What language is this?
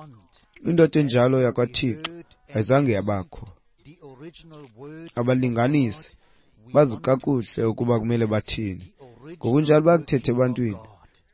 Xhosa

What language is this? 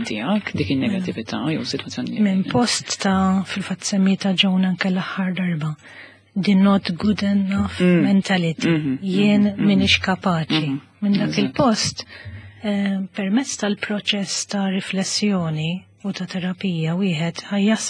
Maltese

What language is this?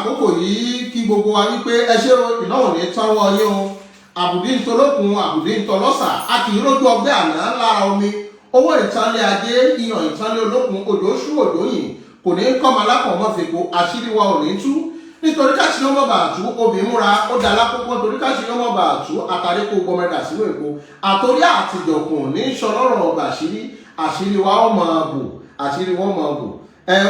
Yoruba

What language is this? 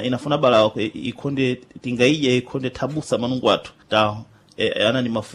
Sena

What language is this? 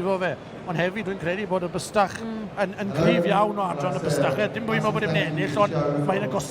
Welsh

